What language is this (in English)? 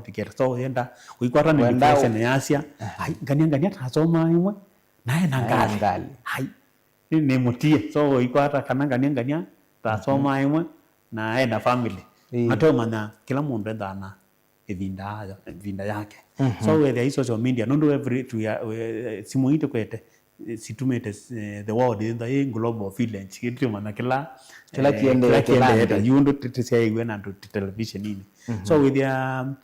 Kamba